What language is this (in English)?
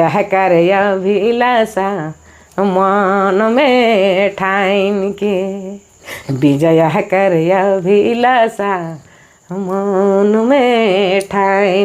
Sadri